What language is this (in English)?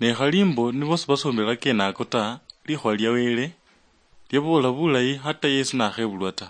Luyia